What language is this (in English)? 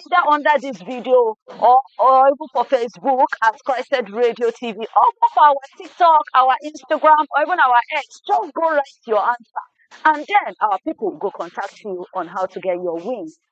Nigerian Pidgin